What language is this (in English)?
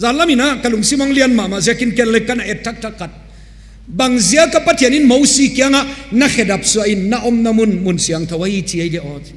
Tedim Chin